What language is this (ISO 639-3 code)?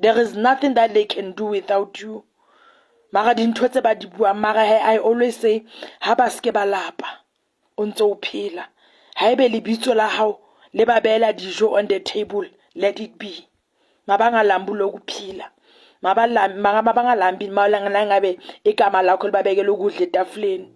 sot